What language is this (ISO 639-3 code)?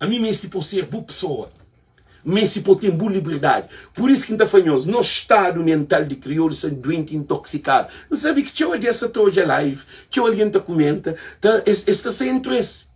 kea